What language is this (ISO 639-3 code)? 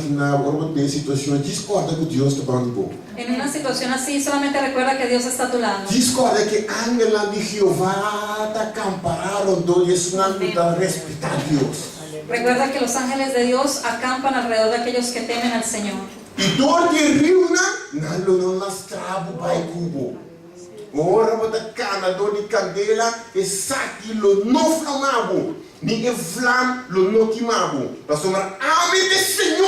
pap